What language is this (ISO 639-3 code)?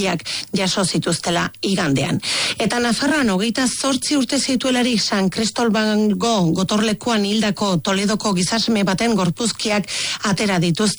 eus